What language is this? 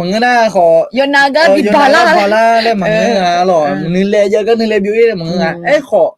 Akha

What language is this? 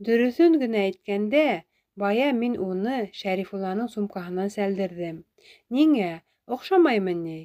Bashkir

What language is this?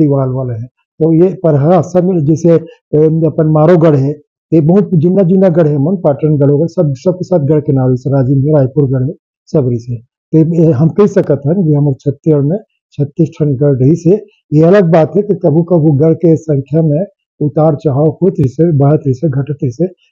Chhattisgarhi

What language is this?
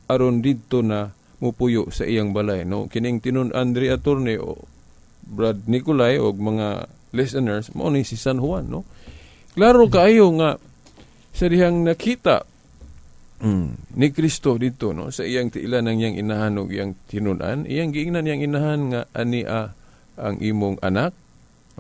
Cebuano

